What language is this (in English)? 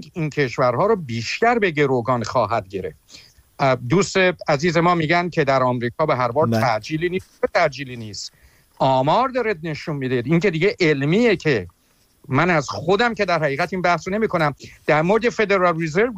Persian